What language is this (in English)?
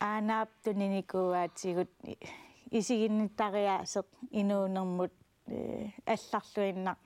Kalaallisut